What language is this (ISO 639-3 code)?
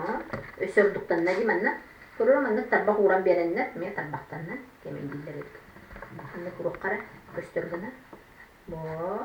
sah